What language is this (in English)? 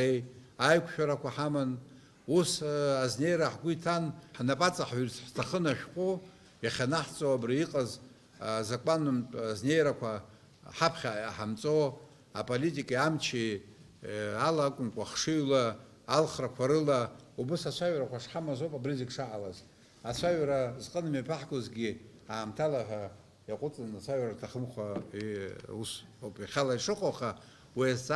Abkhazian